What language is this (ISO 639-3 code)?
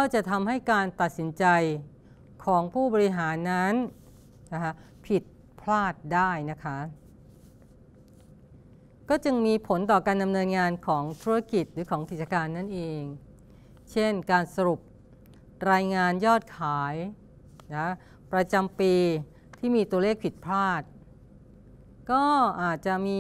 tha